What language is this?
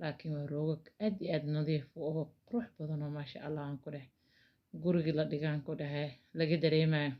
Somali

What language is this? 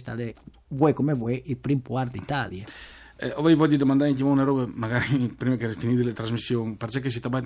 Friulian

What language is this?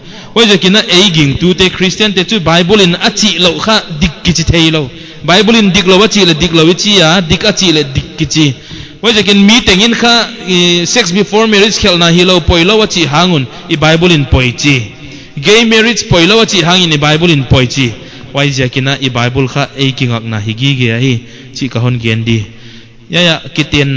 Paite Chin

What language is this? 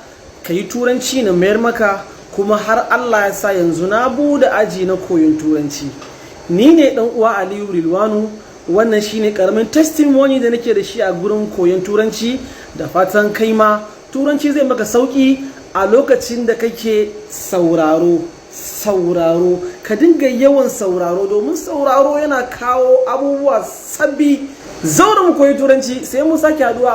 Hausa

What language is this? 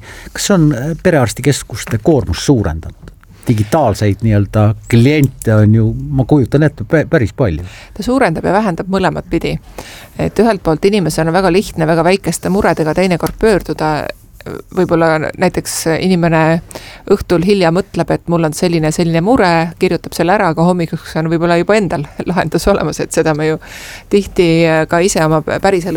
Estonian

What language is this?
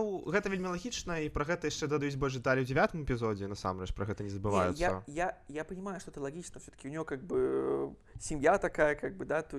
Belarusian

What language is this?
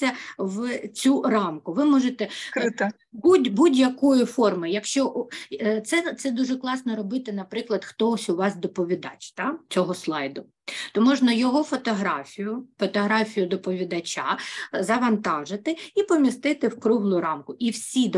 Ukrainian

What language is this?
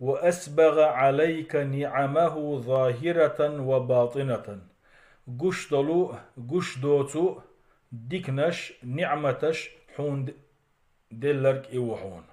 Chechen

